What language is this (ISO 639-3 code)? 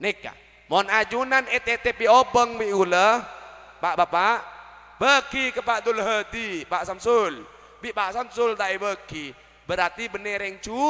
mad